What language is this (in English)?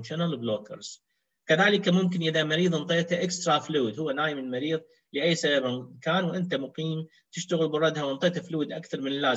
Mesopotamian Arabic